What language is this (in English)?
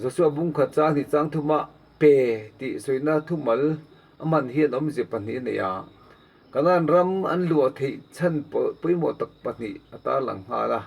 Mizo